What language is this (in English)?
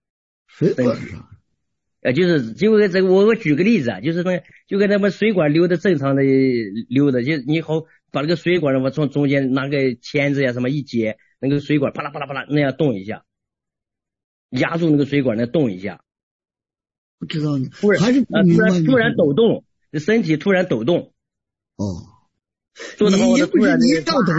Chinese